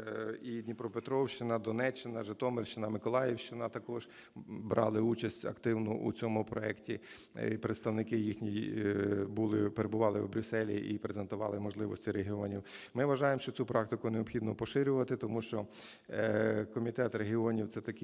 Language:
Ukrainian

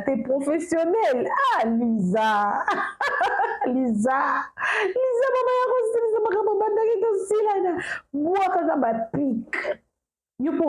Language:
Lingala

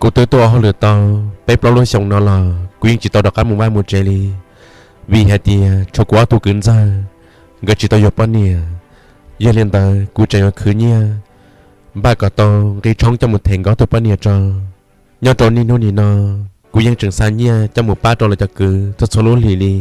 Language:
Hmong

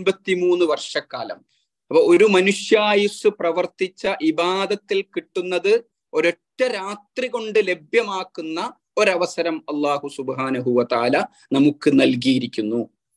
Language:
Malayalam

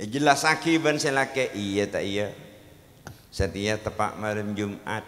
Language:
Madurese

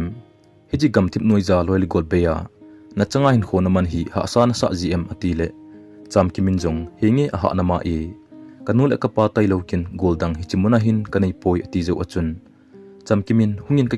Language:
Thado Chin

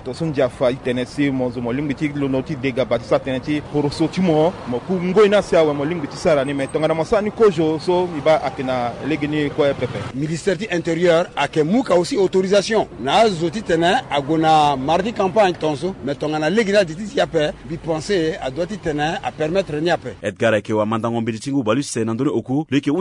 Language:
Sango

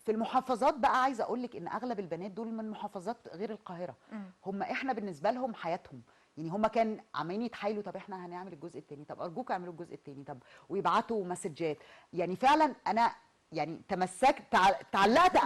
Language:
Egyptian Arabic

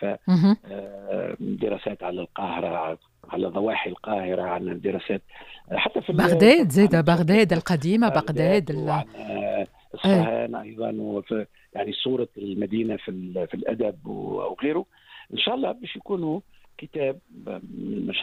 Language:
Tunisian Arabic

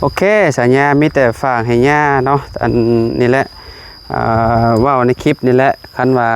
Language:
Lao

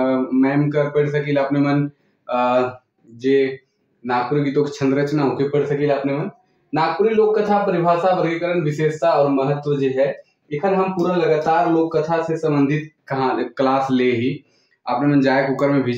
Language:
Sadri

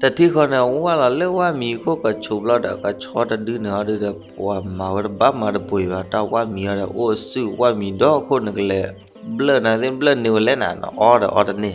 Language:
S'gaw Karen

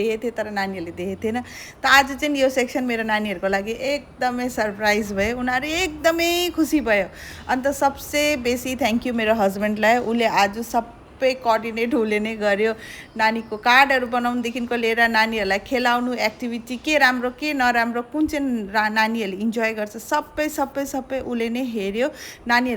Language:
Nepali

